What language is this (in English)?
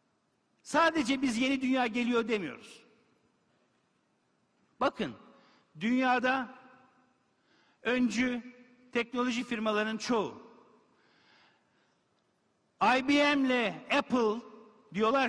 Turkish